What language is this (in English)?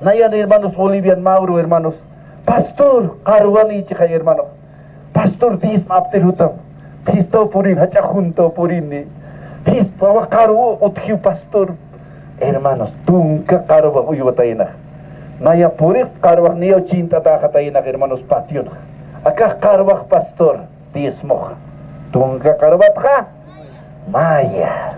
Aymara